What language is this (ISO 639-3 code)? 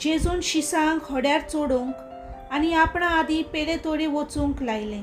kok